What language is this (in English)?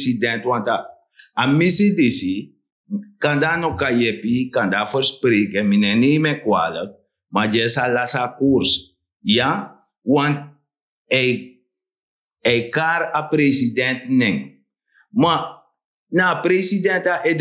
Sranan Tongo